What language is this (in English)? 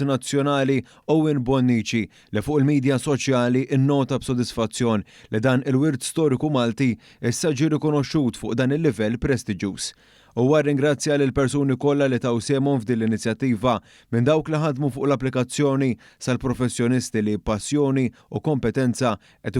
Maltese